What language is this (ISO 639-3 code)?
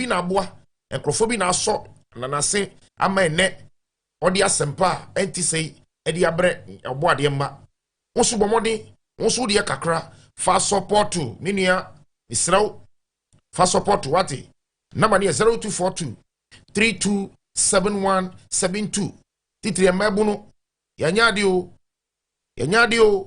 aka